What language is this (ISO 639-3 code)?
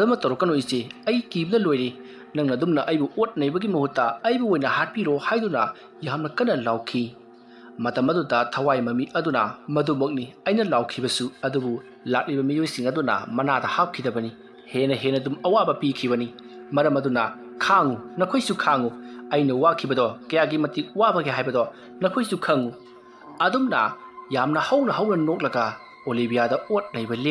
mni